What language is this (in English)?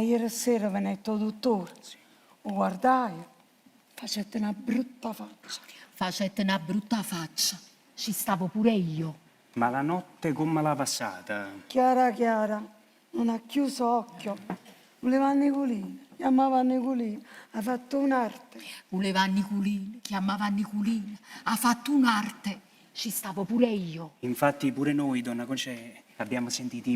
Neapolitan